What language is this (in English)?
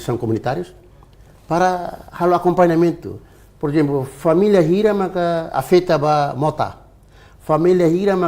Tetum